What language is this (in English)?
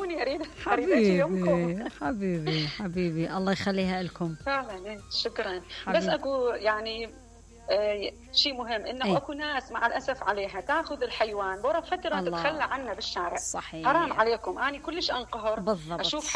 Mesopotamian Arabic